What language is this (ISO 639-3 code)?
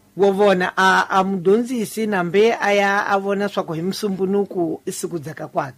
tso